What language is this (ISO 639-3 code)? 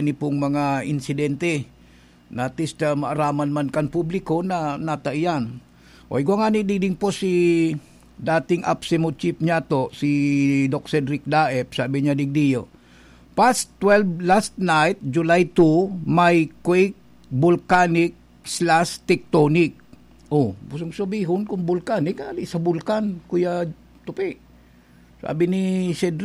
bik